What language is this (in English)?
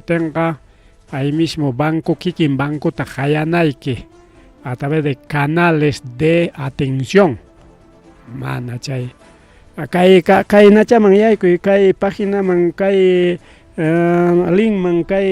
Ayacucho Quechua